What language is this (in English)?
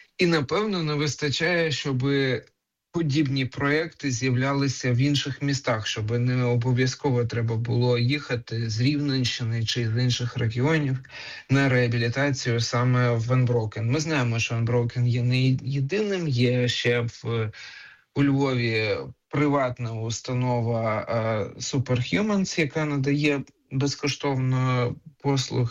Ukrainian